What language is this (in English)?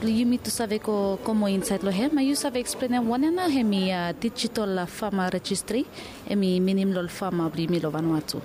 Bislama